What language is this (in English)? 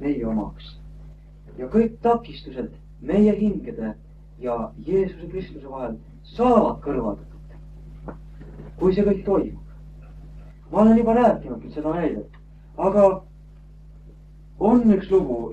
Estonian